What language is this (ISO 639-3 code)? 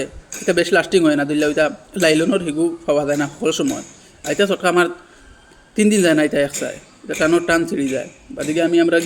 syl